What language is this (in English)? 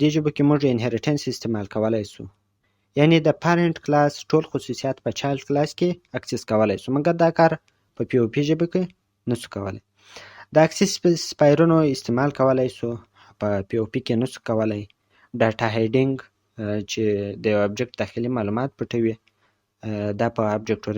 Pashto